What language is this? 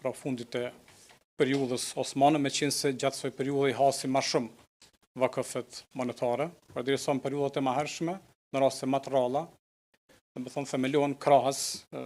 Albanian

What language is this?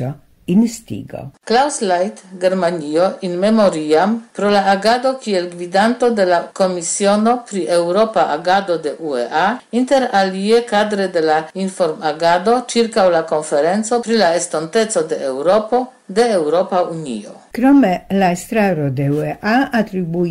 Esperanto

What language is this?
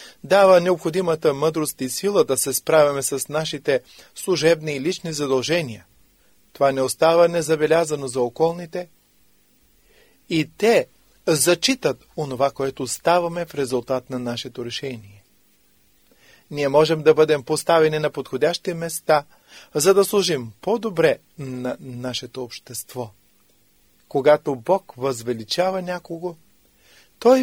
Bulgarian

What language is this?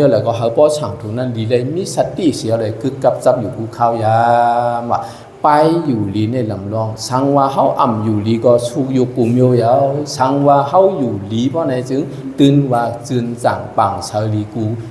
Shan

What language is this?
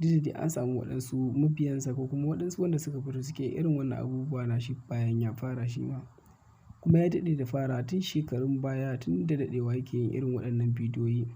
Hausa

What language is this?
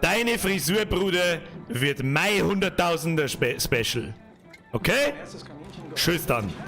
Bavarian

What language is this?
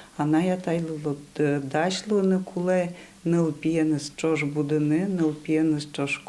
Udmurt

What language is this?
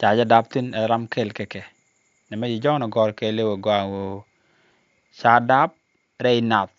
Nuer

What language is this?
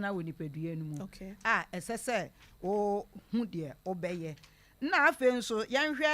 Akan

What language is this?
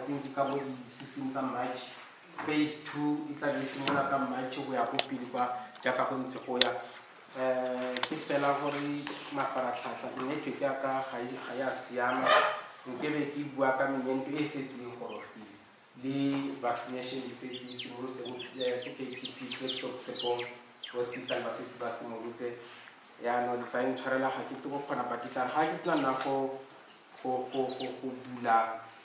Tswana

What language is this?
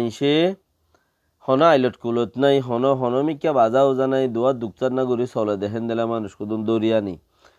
Rohingya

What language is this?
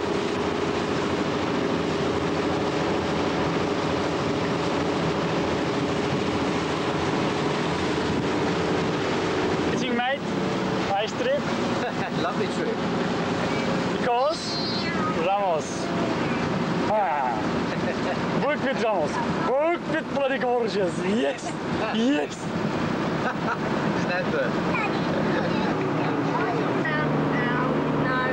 English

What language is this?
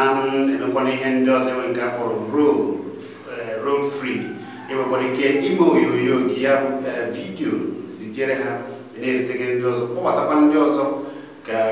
Igbo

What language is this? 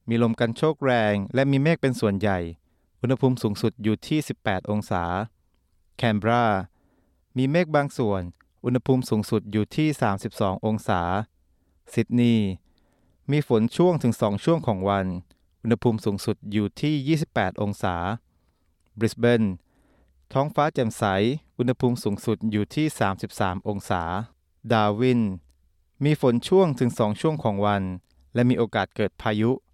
Thai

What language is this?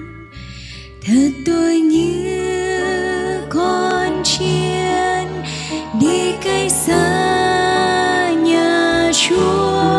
Vietnamese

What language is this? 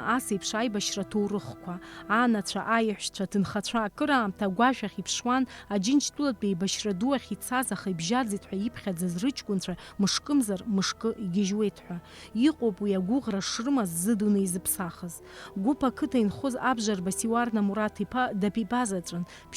Abkhazian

